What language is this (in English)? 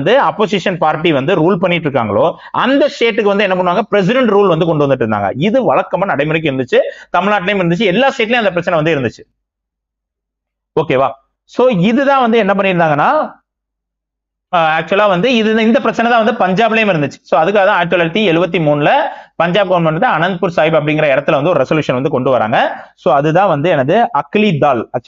Tamil